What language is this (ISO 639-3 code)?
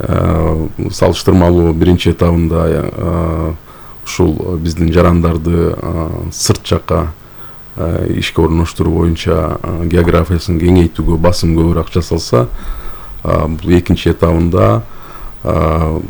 kir